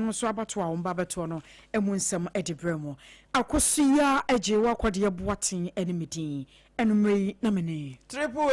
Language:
Akan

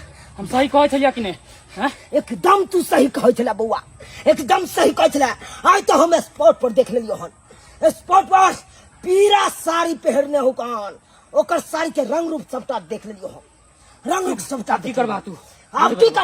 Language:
Maithili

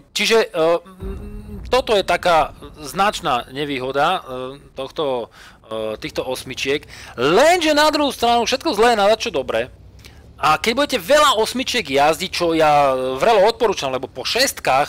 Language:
Slovak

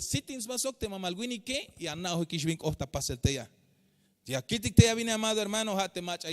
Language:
Tzeltal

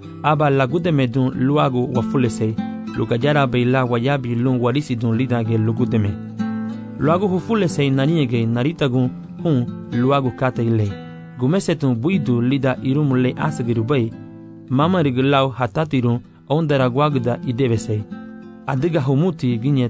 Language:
Garifuna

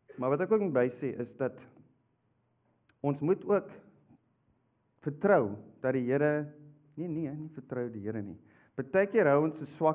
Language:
Afrikaans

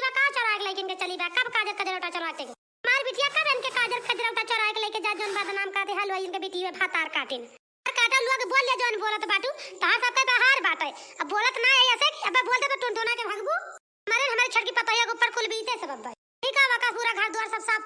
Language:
Awadhi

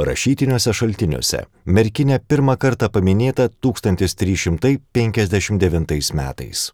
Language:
Lithuanian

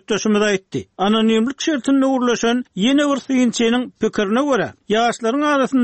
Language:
Turkmen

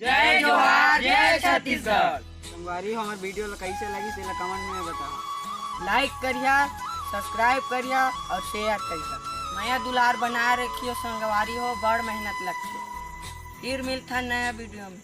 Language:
Chhattisgarhi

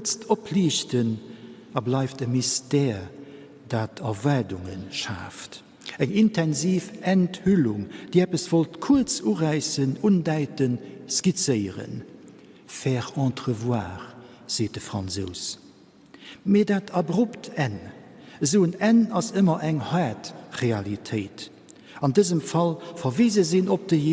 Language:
Luxembourgish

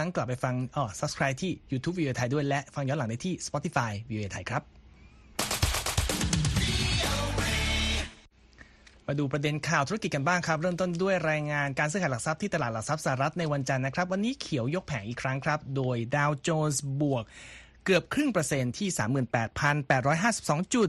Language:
Thai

